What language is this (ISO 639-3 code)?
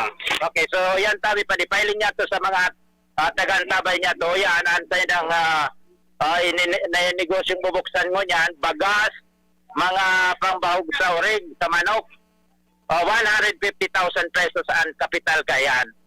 bik